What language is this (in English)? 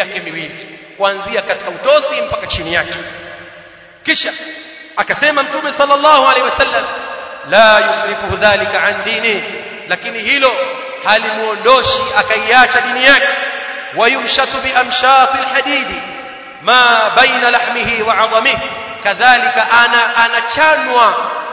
Swahili